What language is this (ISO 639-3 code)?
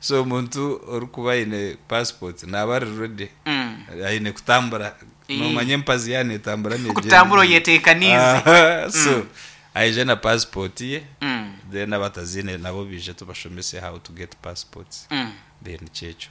nyn